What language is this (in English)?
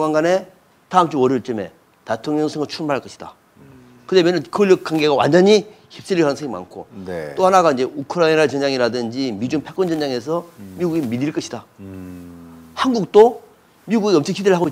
Korean